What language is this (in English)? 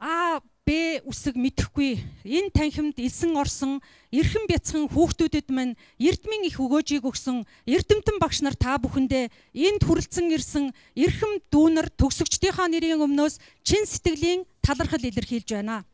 Mongolian